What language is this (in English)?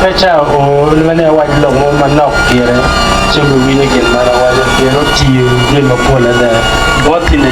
Acoli